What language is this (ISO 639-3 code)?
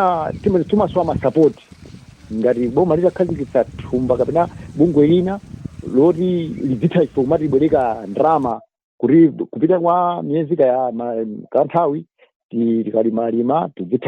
nya